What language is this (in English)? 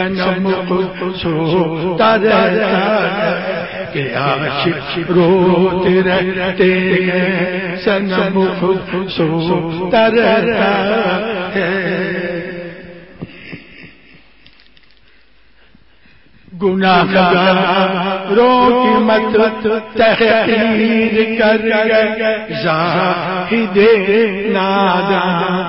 Urdu